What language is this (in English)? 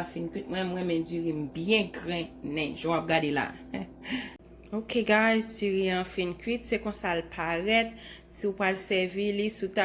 Haitian Creole